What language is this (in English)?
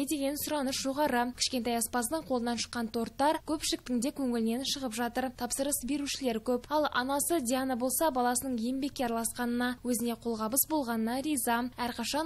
Kazakh